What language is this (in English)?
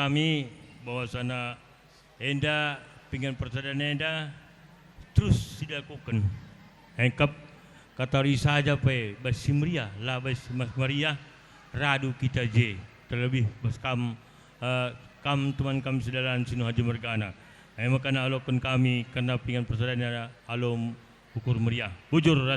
Batak Karo